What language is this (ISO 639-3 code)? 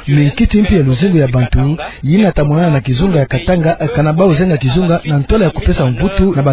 ktu